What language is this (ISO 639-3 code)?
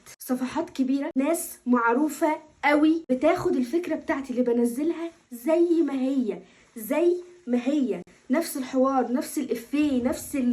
arz